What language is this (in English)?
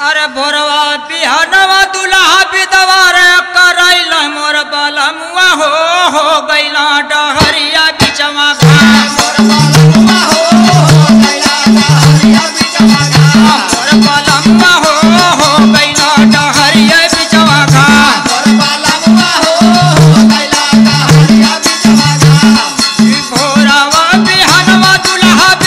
Bhojpuri